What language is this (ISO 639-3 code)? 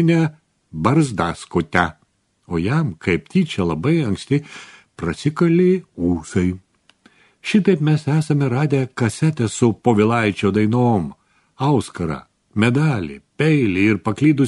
lit